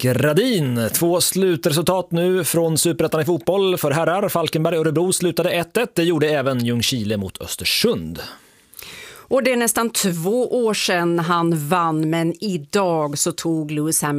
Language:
Swedish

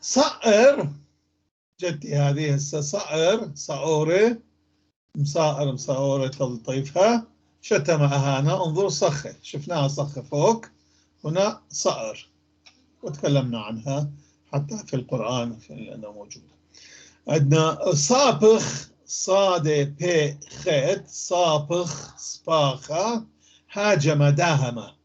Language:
North Levantine Arabic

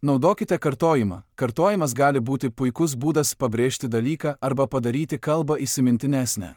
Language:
Lithuanian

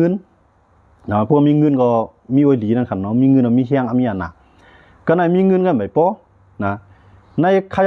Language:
Shan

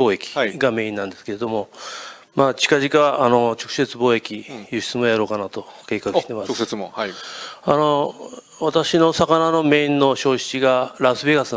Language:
Japanese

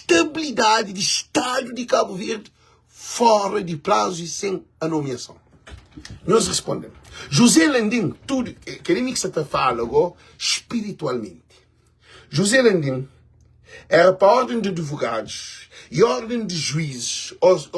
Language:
Kabuverdianu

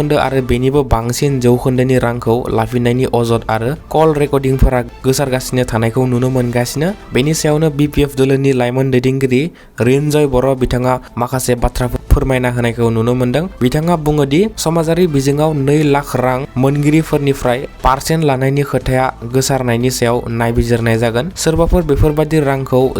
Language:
Bodo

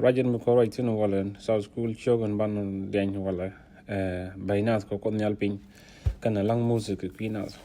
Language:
Nuer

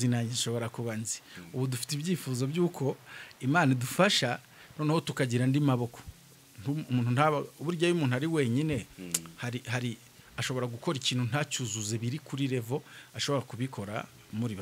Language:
Kinyarwanda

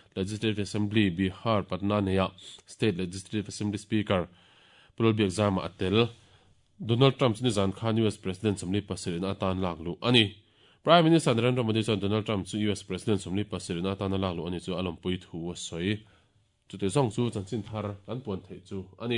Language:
Mizo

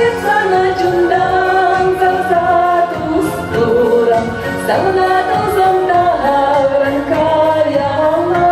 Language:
Chuvash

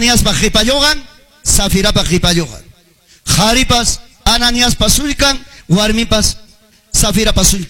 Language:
Quechua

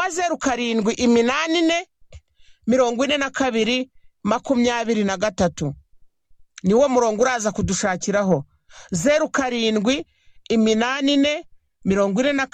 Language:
Kinyarwanda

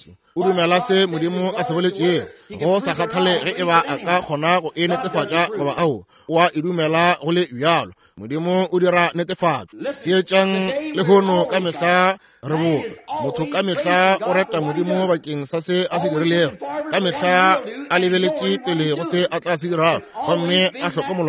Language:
Northern Sotho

